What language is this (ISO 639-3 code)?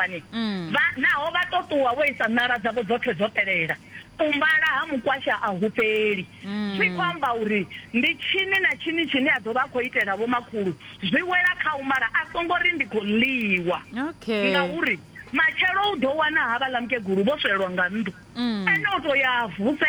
ven